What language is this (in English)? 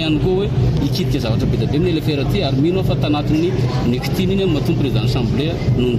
Malagasy